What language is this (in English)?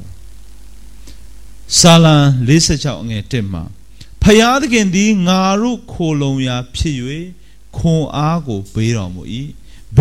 Burmese